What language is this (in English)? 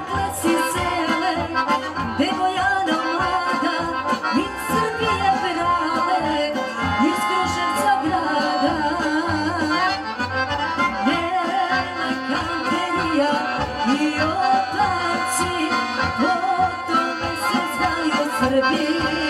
Serbian